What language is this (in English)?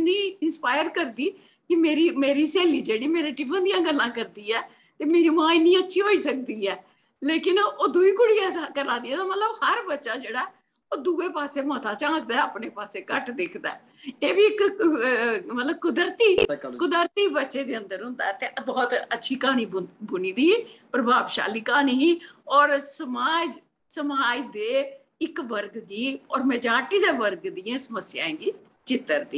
Dogri